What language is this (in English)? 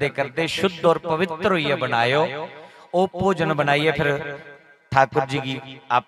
Dogri